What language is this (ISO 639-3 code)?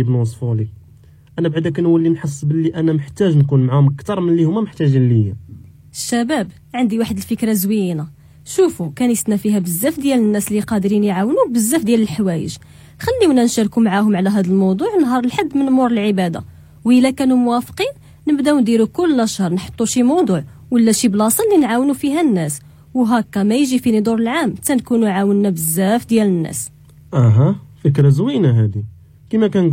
ary